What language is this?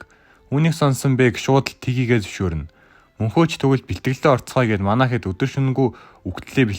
Mongolian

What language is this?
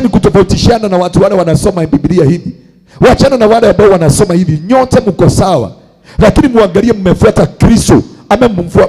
Swahili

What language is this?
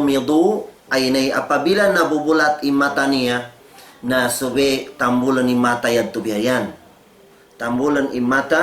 Tausug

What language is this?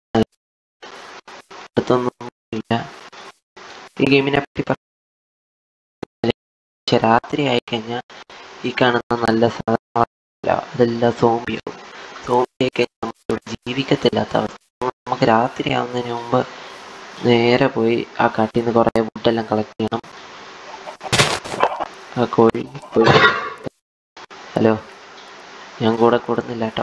Malayalam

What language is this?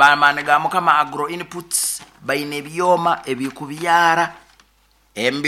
Nyoro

